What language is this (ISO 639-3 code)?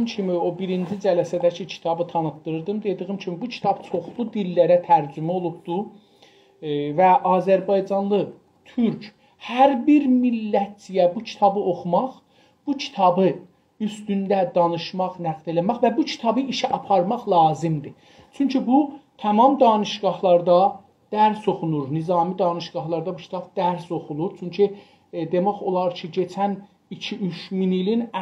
azb